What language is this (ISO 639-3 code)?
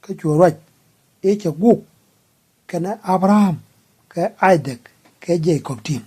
nus